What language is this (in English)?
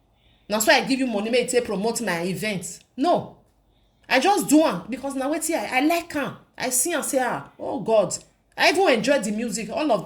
Nigerian Pidgin